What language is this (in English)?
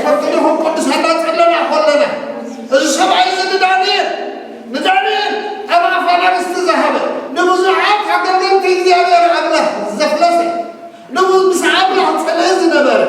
Tigrinya